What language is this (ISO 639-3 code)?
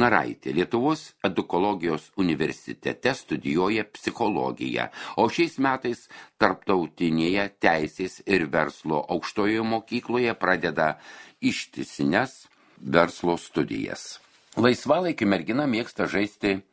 lit